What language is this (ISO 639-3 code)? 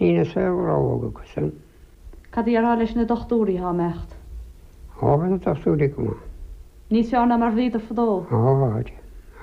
gle